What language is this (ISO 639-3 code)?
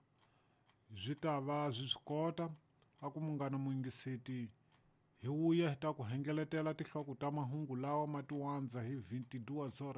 tso